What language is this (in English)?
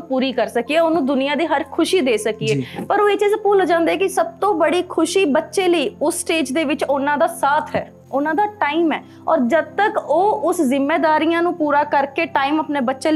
Punjabi